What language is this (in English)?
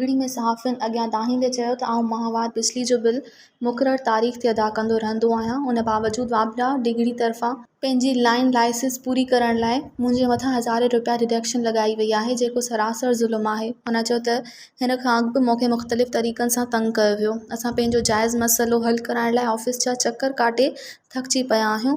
Sindhi